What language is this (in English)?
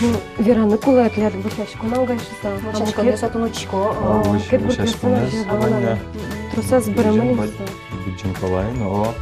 Udmurt